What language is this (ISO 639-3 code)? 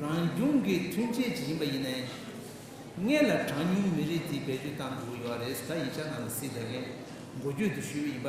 bod